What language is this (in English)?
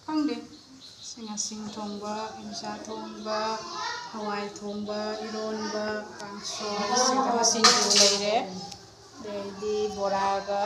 Manipuri